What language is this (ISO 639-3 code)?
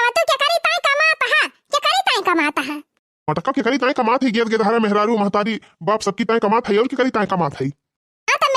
awa